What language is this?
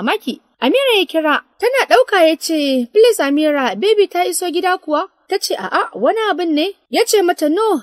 Hausa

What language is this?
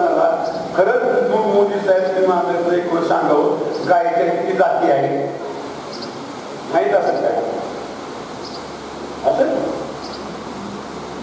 Marathi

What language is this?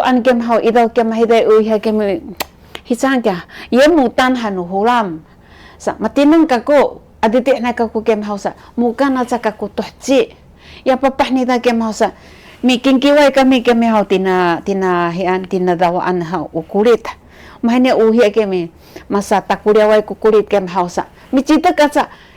Sakizaya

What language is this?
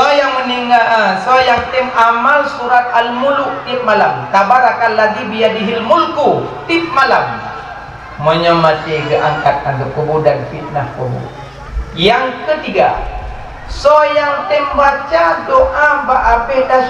Achinese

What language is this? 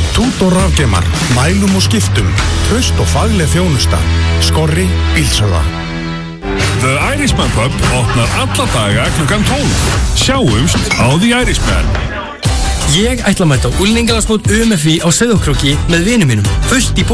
Icelandic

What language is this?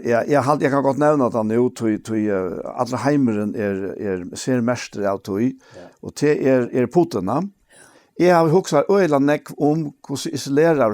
Faroese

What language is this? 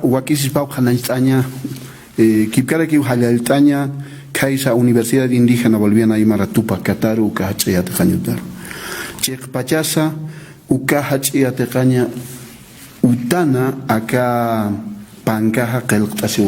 Aymara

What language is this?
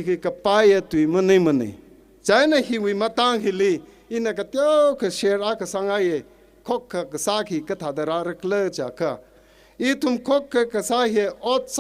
Tangkhul Naga (India)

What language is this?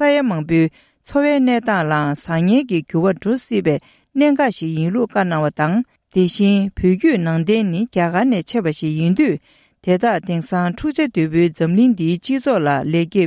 Tibetan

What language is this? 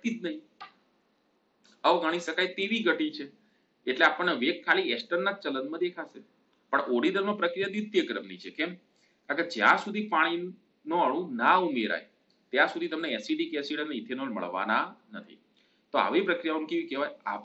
Gujarati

